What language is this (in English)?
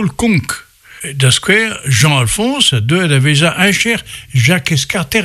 Breton